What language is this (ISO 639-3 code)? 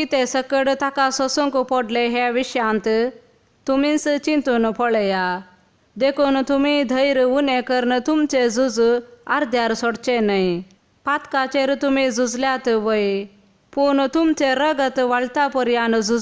kok